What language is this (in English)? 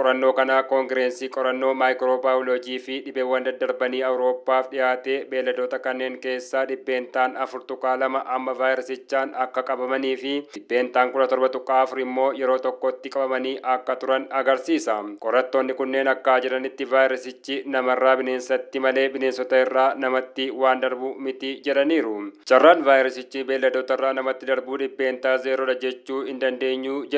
Oromo